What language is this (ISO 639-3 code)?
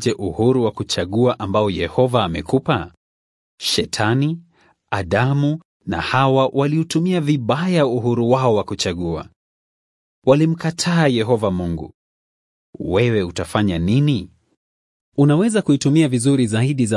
swa